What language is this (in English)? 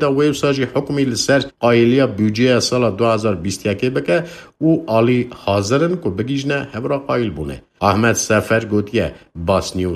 Kurdish